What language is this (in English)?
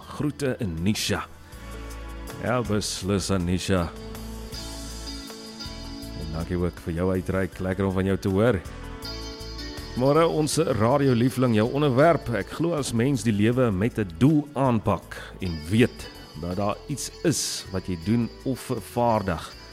Afrikaans